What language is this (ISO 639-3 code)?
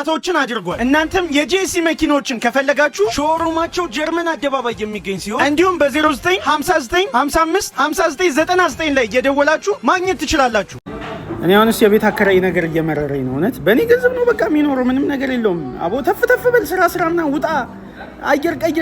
amh